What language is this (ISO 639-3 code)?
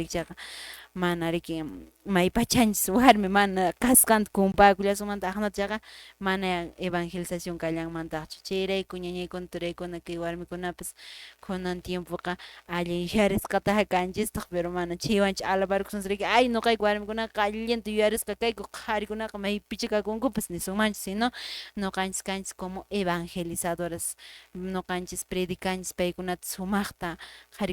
que